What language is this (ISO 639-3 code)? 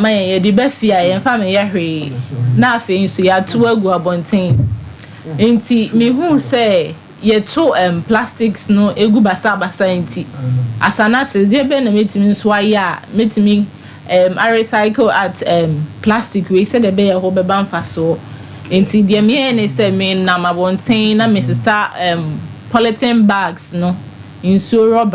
aka